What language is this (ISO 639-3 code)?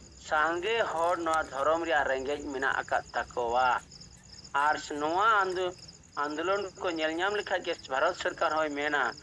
sat